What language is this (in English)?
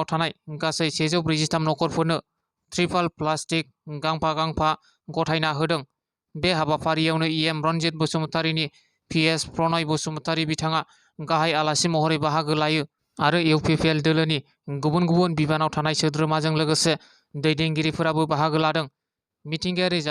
Bodo